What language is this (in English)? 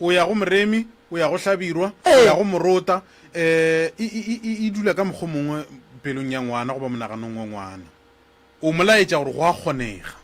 Northern Sotho